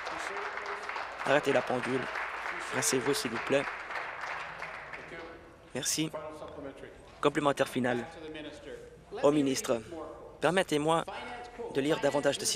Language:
French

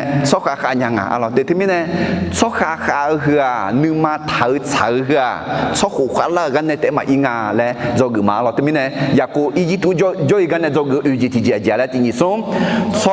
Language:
Akha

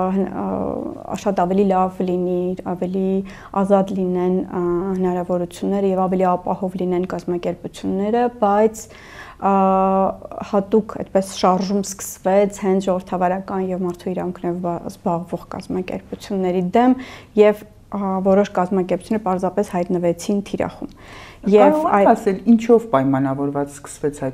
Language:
Armenian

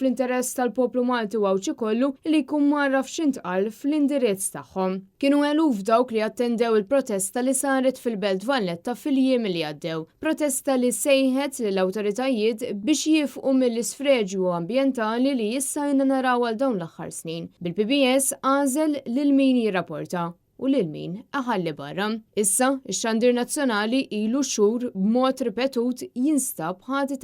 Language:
Maltese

